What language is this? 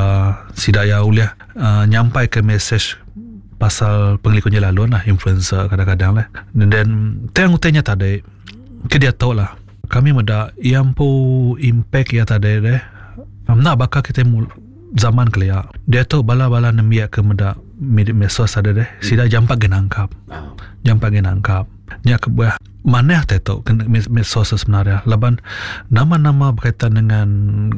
Iban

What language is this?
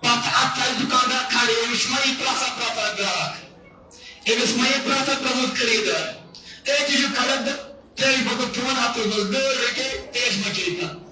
Kashmiri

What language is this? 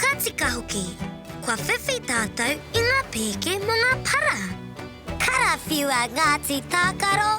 Māori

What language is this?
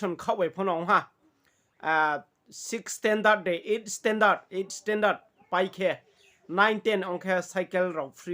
Riang (India)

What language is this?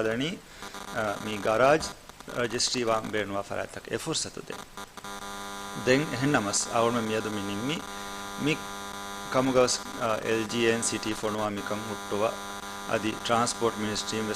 Divehi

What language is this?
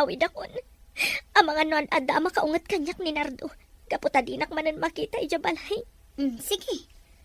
Iloko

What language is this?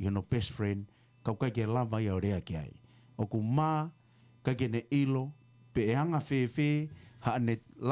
Tongan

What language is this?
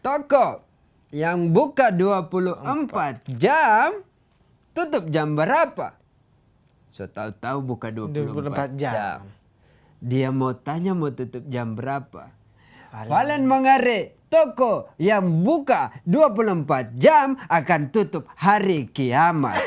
Manado Malay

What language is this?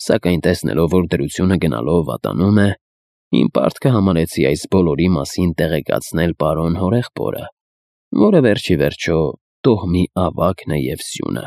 Armenian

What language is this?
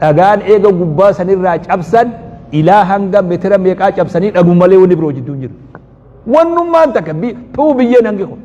Oromo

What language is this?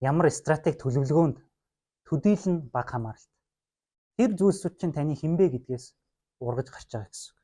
Mongolian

